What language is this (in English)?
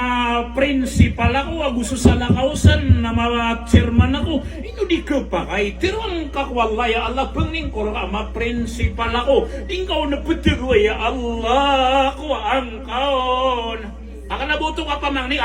Maranao